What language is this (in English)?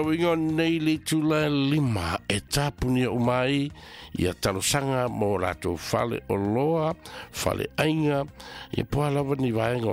Samoan